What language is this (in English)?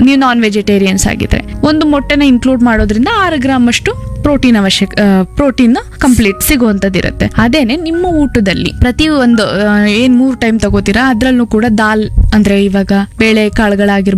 Kannada